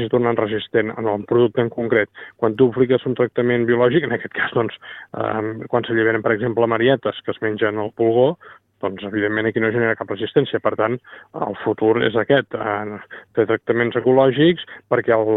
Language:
Catalan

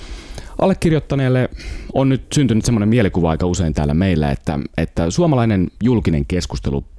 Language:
Finnish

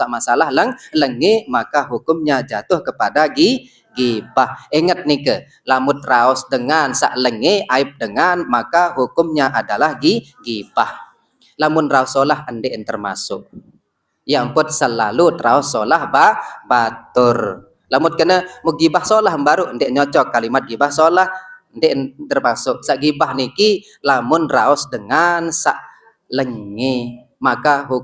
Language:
Sasak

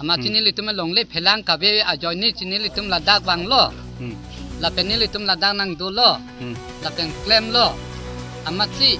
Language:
Karbi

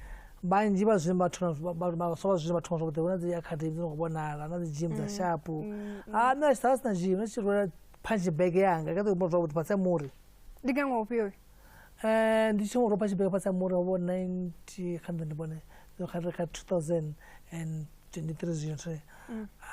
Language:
Venda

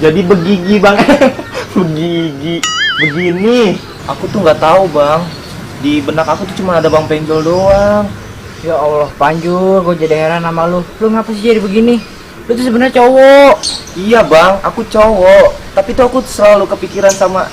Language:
Betawi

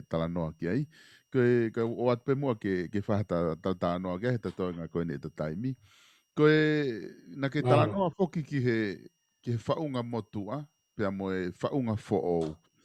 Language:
Tongan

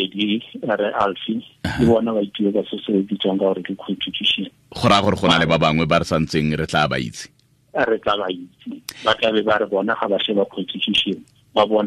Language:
Tswana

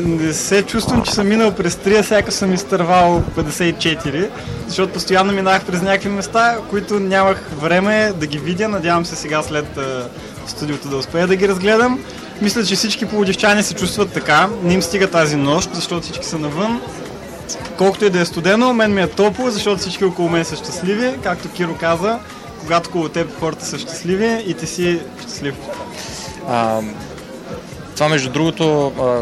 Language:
Bulgarian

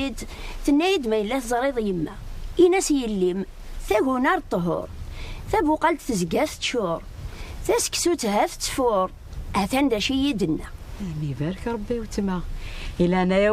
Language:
Kabyle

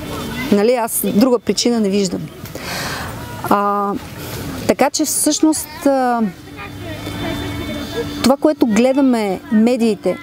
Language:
Bulgarian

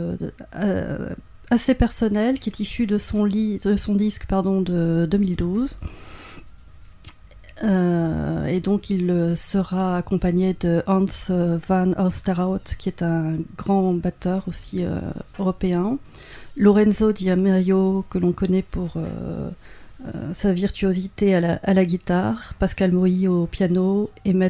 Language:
French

